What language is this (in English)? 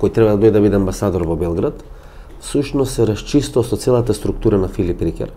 Macedonian